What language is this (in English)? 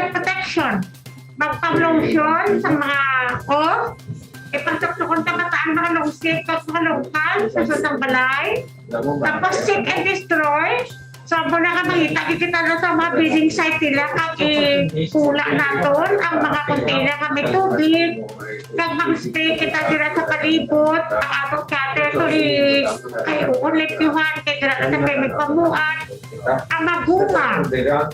Hiligaynon